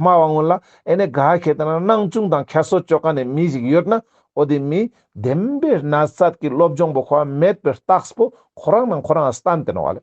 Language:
Ladakhi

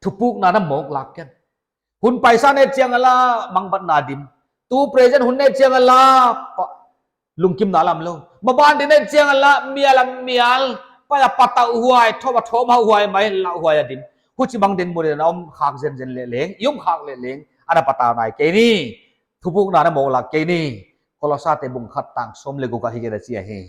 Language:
Paite Chin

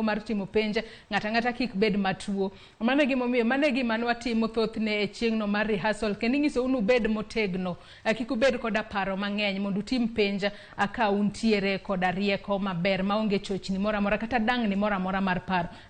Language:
Luo (Kenya and Tanzania)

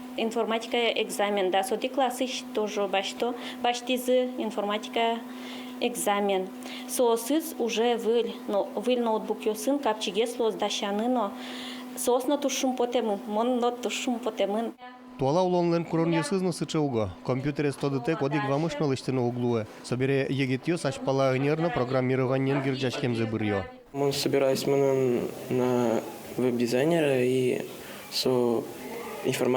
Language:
Udmurt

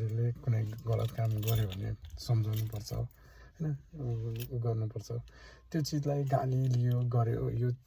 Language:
Nepali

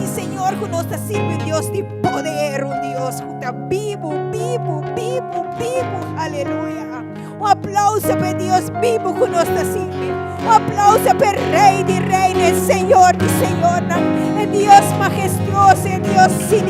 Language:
Papiamento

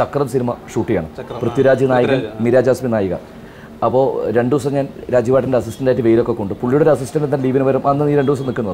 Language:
Malayalam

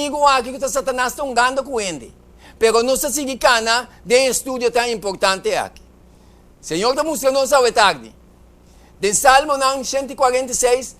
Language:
Papiamento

